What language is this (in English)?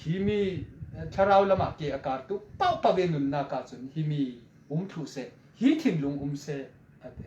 Falam Chin